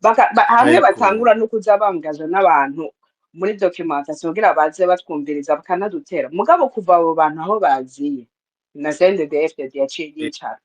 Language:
Rundi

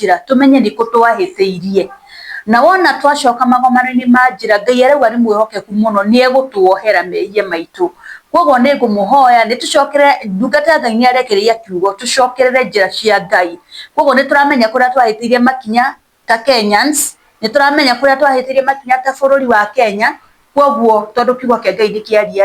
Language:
Kikuyu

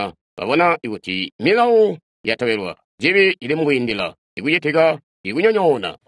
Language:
Tonga (Zambia)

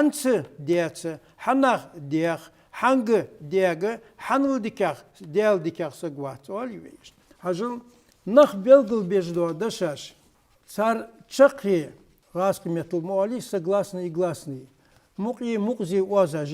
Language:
Ingush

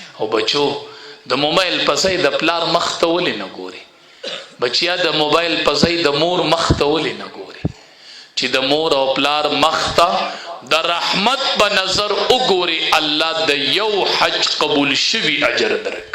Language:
Pashto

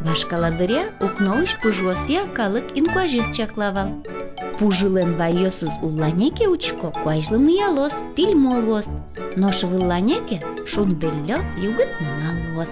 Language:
Udmurt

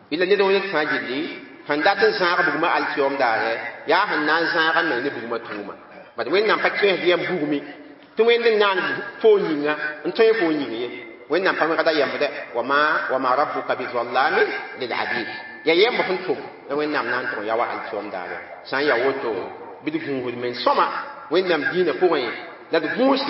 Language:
Mossi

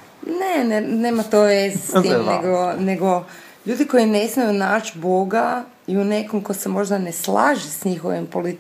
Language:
Croatian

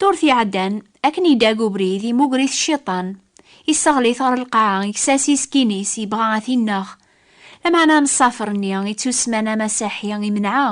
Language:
Kabyle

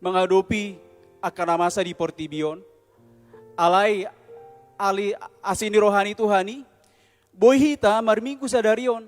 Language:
Batak Toba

